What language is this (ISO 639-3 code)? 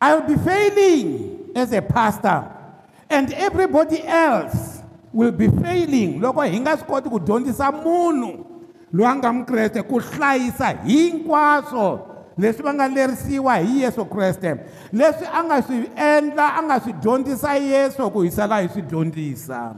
tso